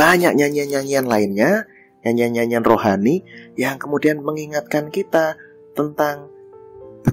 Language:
Indonesian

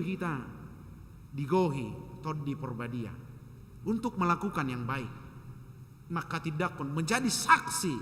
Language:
Batak Toba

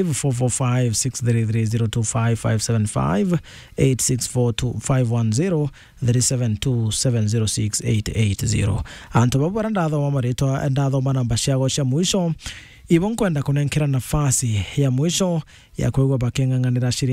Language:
Meru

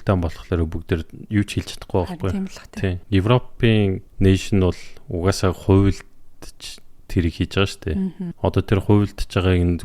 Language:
Mongolian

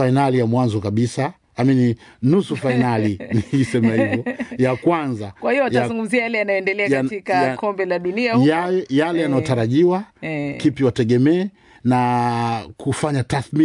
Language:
Swahili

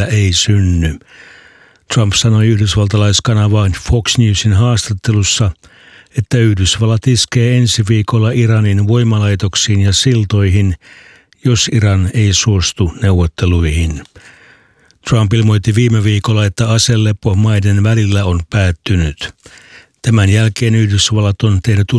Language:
Finnish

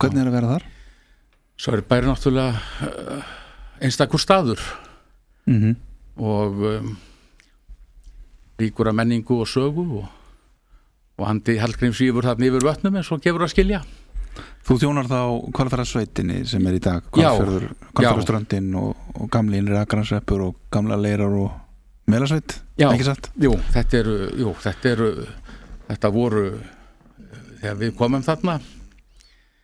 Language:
Icelandic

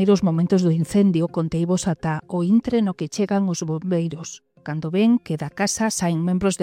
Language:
Galician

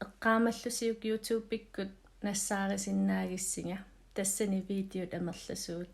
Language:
Kalaallisut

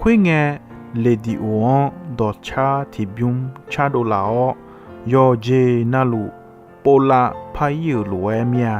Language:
Akha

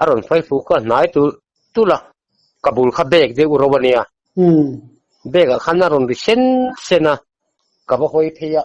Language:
Mizo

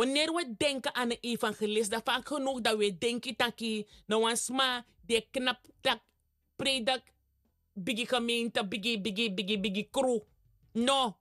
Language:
Sranan Tongo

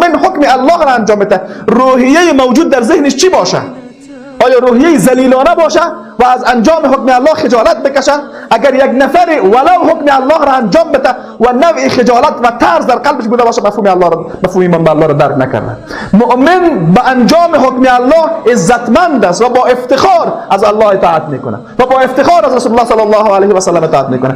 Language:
Persian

